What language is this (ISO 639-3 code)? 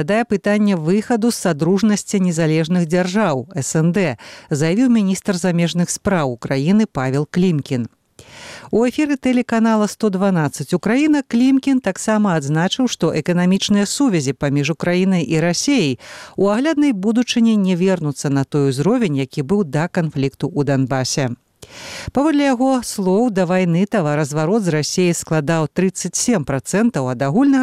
bel